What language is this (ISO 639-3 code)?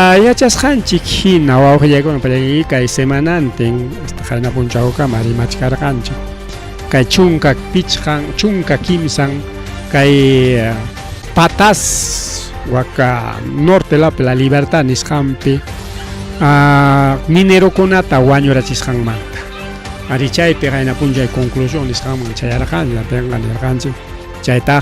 quy